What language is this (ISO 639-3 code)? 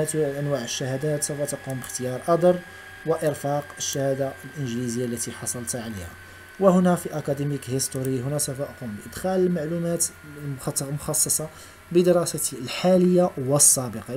ara